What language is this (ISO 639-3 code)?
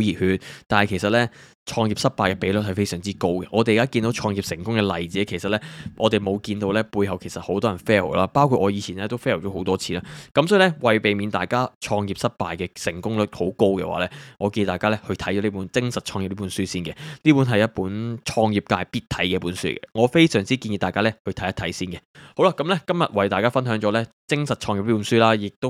yue